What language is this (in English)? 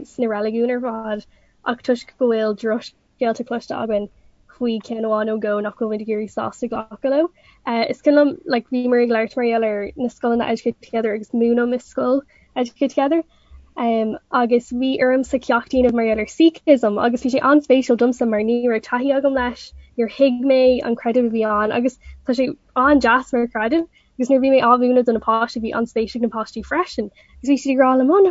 Irish